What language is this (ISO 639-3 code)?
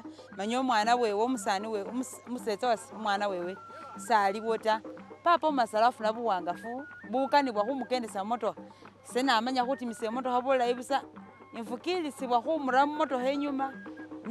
myx